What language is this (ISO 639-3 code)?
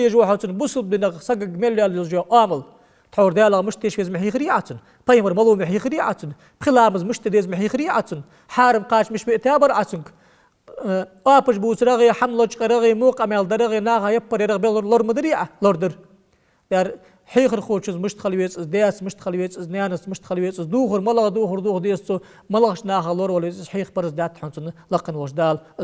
inh